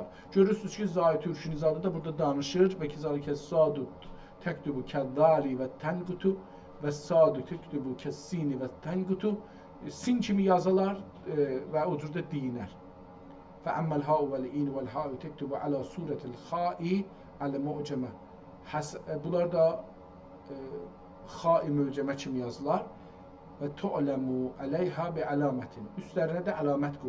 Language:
South Azerbaijani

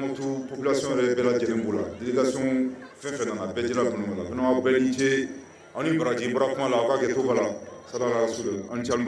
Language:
Bambara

